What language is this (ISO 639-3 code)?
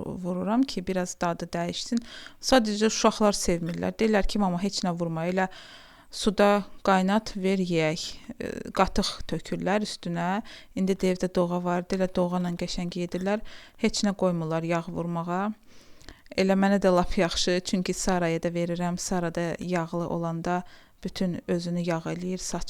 aze